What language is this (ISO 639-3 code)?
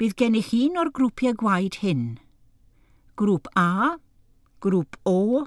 cym